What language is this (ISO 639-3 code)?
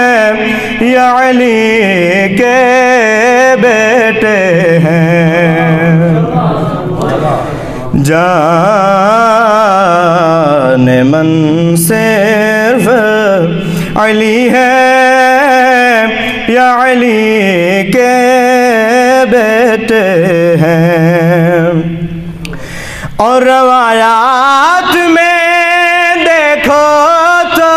urd